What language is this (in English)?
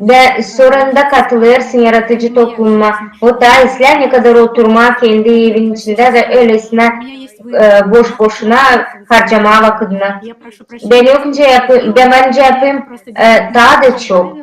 Gagauz